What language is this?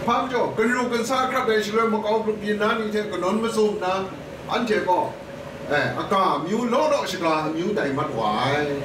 Kachin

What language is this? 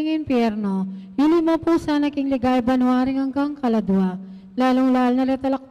Pampanga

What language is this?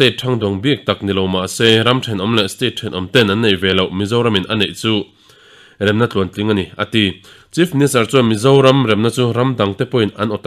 Mizo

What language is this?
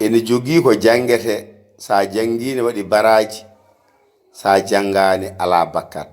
Fula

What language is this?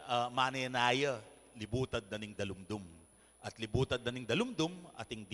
Pampanga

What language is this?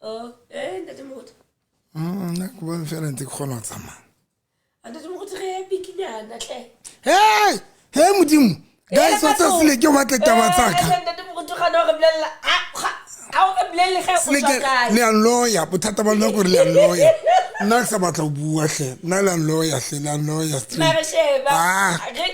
Southern Sotho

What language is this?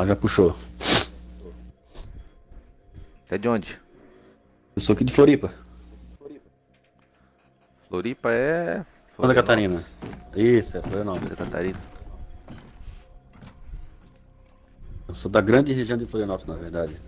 Portuguese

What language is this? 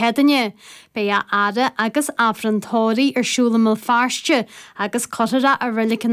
Irish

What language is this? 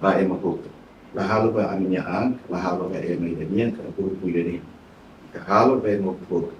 Tetum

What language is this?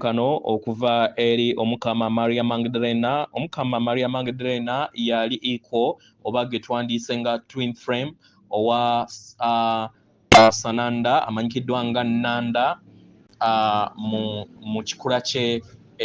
Ganda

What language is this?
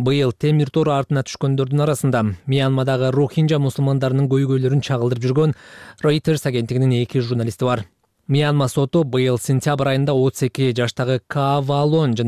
Kyrgyz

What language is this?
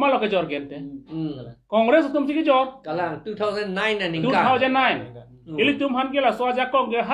Karbi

